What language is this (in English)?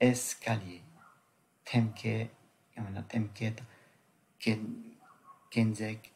Tibetan